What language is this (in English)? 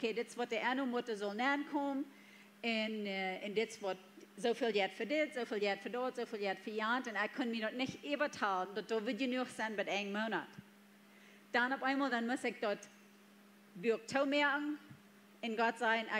Plautdietsch